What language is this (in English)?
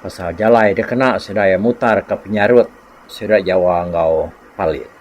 Iban